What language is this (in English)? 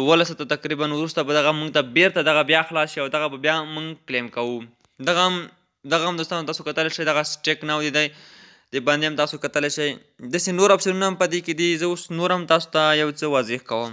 Pashto